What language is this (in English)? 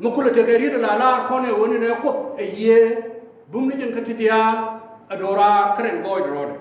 Nuer